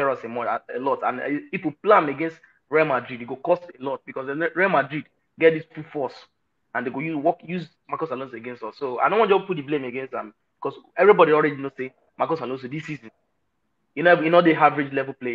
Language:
Nigerian Pidgin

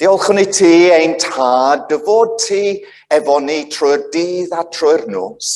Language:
Welsh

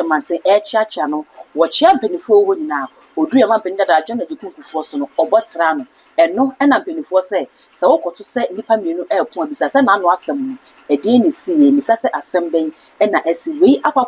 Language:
Akan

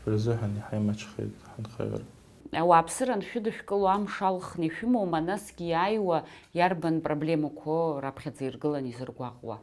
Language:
Abkhazian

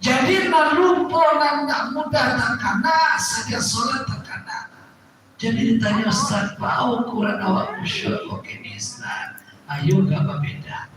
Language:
Minangkabau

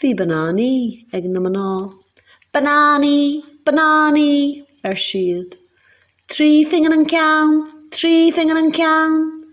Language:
Irish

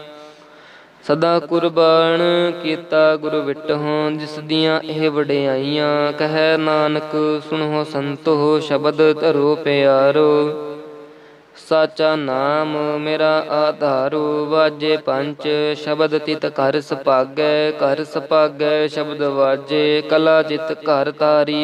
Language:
Punjabi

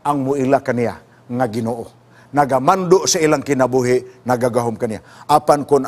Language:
Cebuano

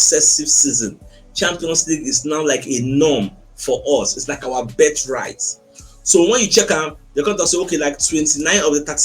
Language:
Nigerian Pidgin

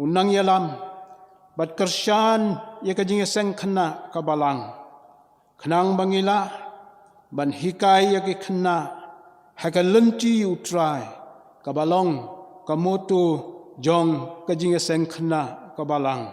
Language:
Khasi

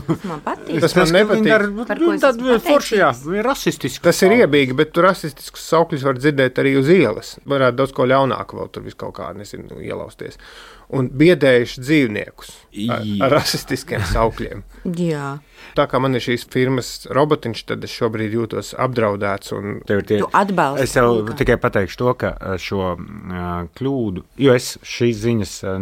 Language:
Latvian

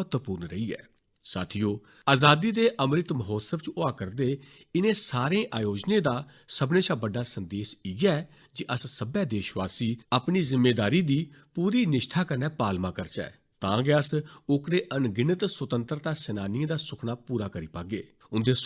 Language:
Dogri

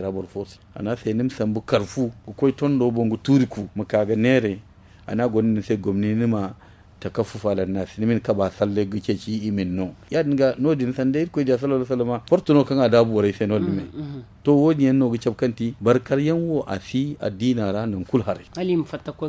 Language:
Zarma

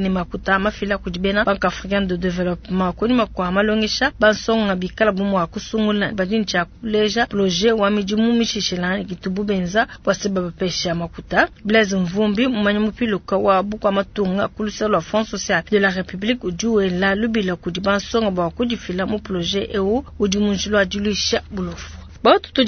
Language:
Luba-Lulua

